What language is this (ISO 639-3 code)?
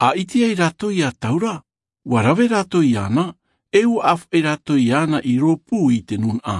tah